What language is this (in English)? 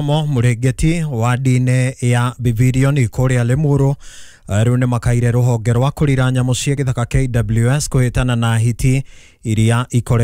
Kikuyu